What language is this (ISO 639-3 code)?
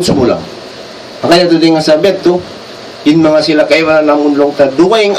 tsg